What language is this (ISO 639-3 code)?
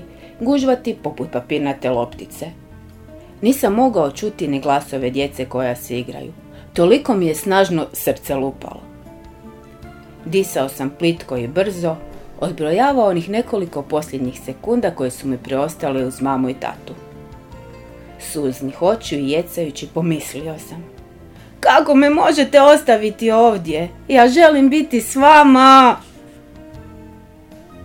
hrv